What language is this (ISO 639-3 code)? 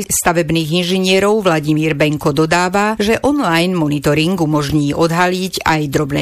slk